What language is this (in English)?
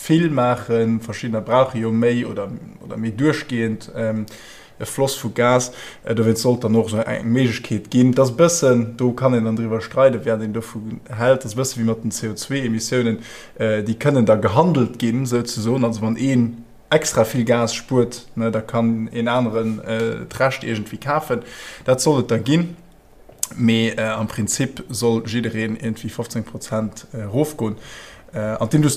Luxembourgish